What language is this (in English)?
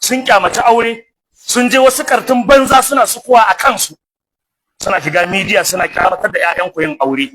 Hausa